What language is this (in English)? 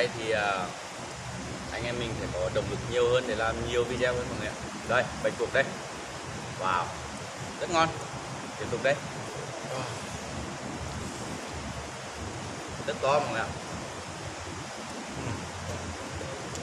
Vietnamese